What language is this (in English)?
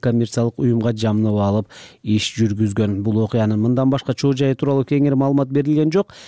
Kyrgyz